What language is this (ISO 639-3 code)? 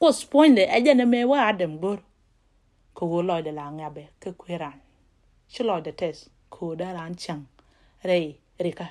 nus